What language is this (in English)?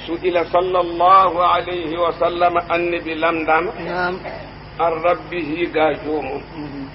Fula